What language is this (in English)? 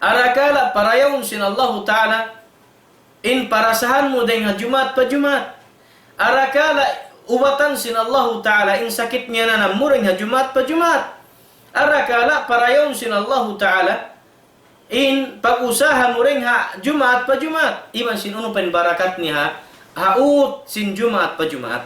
Tausug